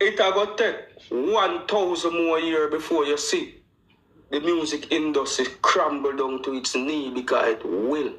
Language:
Jamaican Creole English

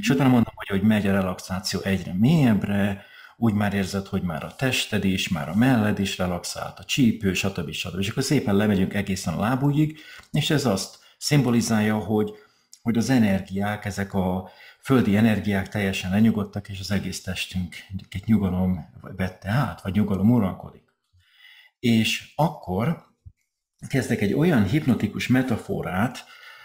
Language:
Hungarian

